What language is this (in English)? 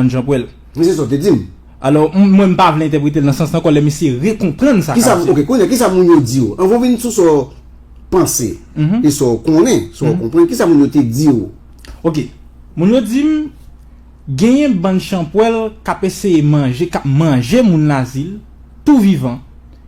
Haitian Creole